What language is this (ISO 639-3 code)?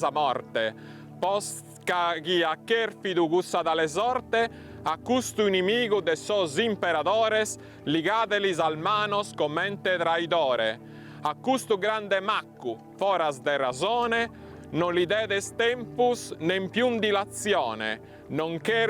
srd